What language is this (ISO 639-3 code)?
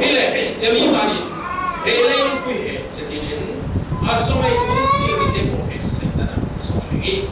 cfm